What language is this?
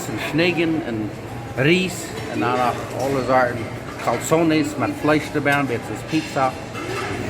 Plautdietsch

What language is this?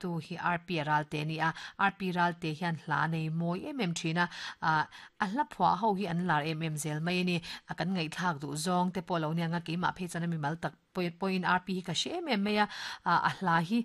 Mizo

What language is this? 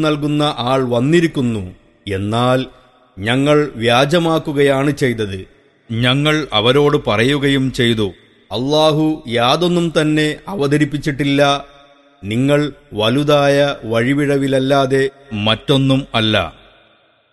Malayalam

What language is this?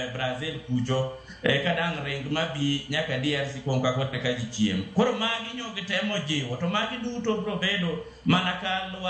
Luo (Kenya and Tanzania)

